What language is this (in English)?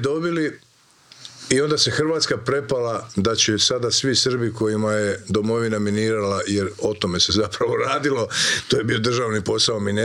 Croatian